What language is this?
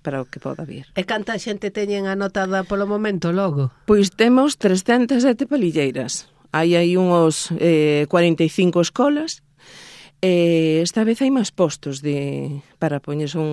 Galician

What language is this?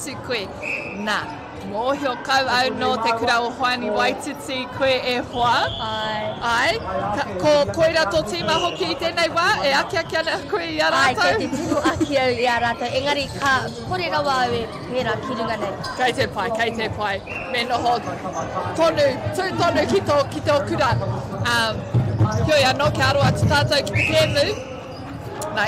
Māori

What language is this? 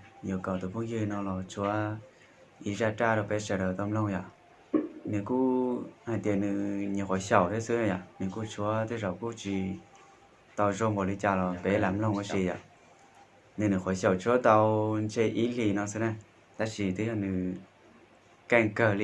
Hmong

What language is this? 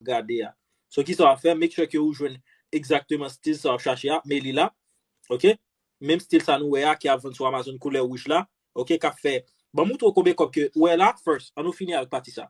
Haitian Creole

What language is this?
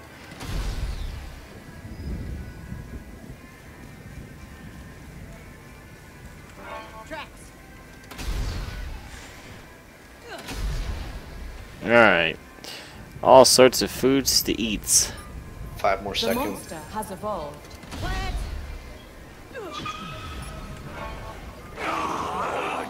English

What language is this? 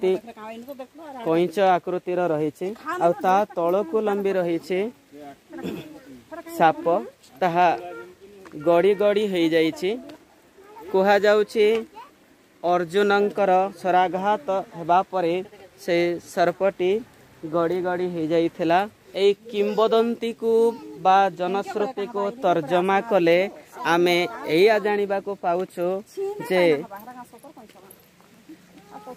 Odia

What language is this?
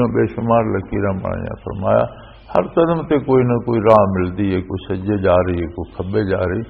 Western Panjabi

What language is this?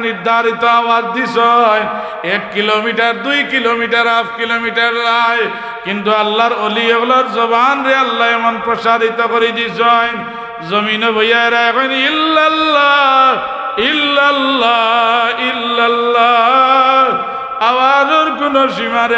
Sylheti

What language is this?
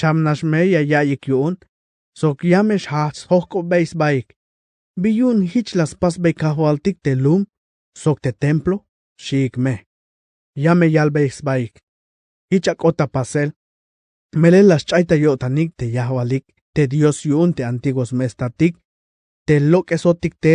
Tzeltal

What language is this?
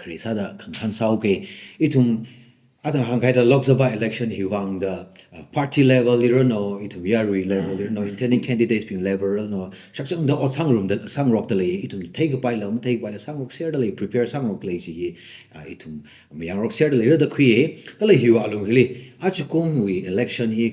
Tangkhul Naga (India)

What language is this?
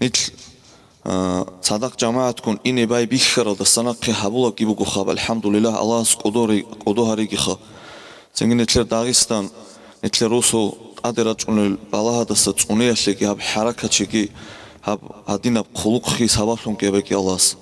Avaric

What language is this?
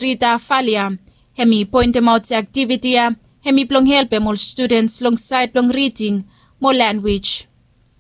Bislama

